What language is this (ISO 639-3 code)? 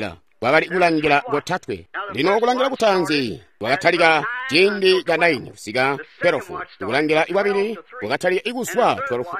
toi